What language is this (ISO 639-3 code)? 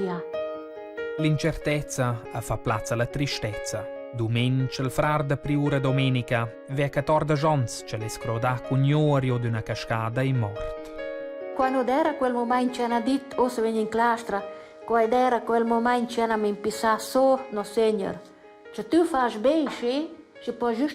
roh